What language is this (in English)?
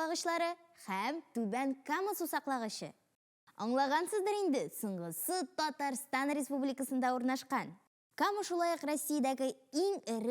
Tatar